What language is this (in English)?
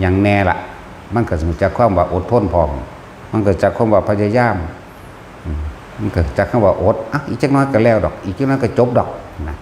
Northeastern Thai